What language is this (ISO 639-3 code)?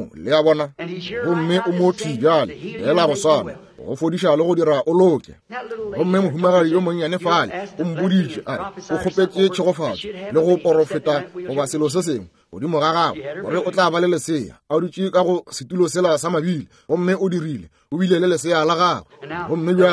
nso